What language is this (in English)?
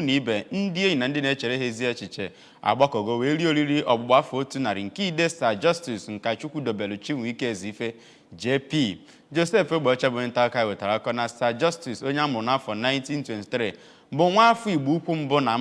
Igbo